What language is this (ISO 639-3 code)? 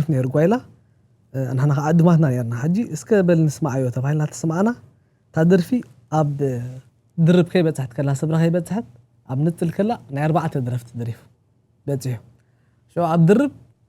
tir